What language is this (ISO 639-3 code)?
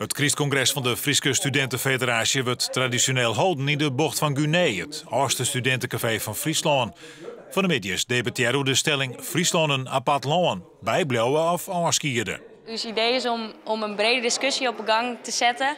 fry